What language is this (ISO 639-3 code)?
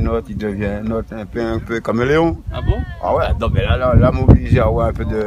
rcf